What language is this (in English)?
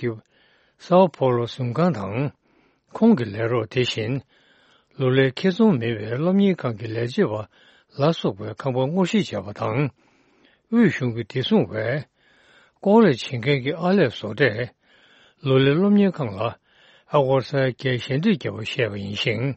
Tibetan